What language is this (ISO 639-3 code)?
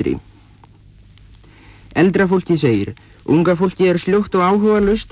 isl